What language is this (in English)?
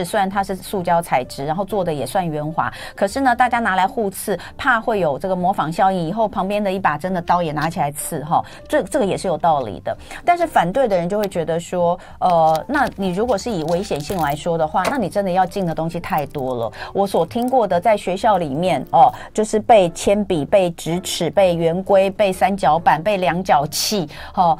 Chinese